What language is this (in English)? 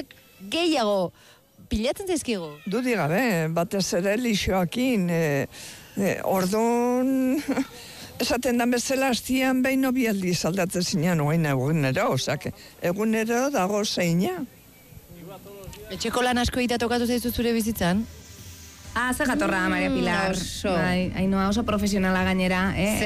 Basque